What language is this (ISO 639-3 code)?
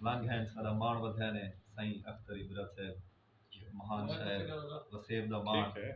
skr